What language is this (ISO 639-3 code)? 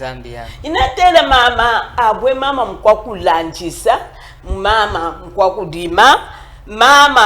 cjk